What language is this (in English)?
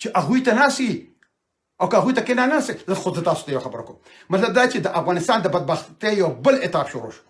Pashto